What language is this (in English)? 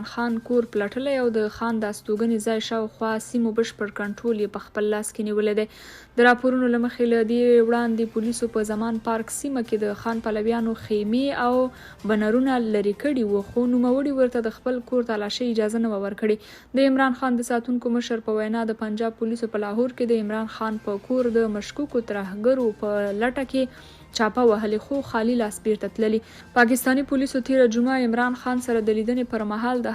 Pashto